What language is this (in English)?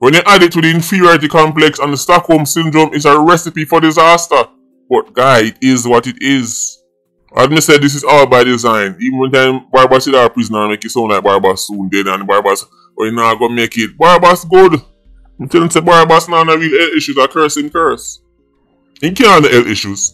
Jamaican Creole English